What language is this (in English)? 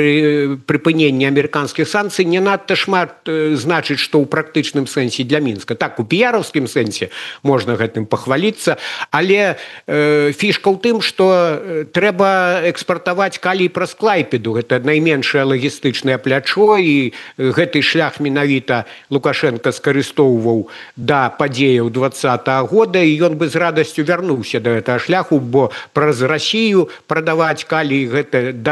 Belarusian